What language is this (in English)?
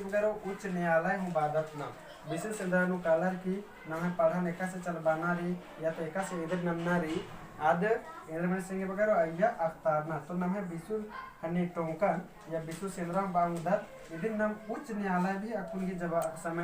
Kurukh